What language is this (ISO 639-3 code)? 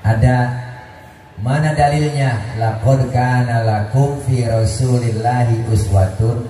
bew